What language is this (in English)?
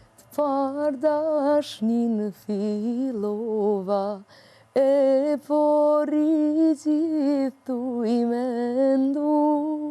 Albanian